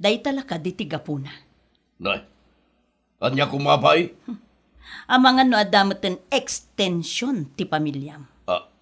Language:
Iloko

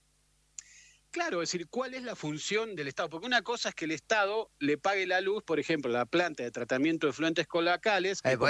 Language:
Spanish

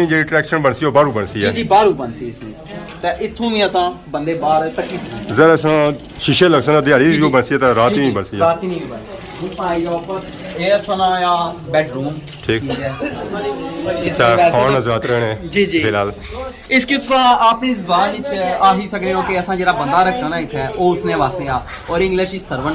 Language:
Pahari-Potwari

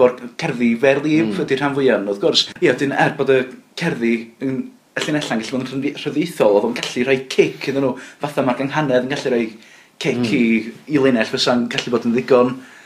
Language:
Welsh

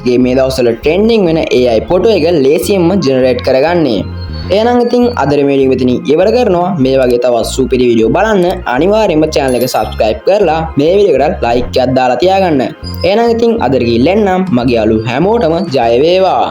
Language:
Sinhala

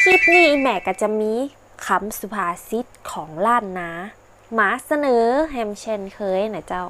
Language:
Northern Thai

